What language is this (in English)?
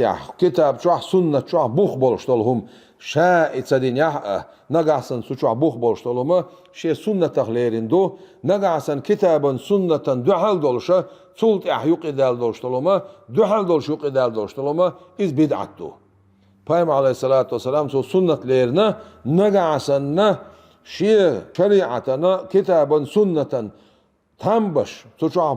Chechen